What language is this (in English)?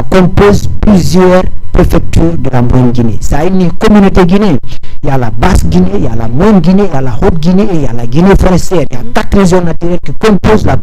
Fula